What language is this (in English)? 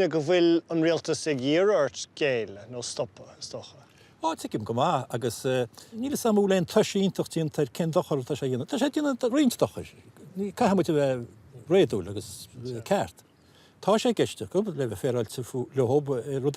Irish